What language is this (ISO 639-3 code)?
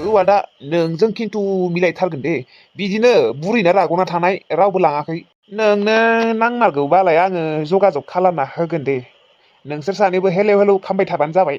brx